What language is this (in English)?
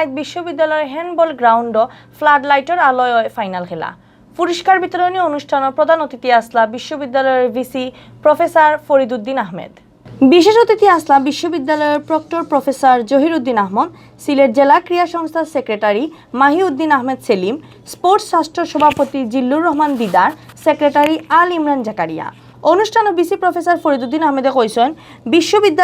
Sylheti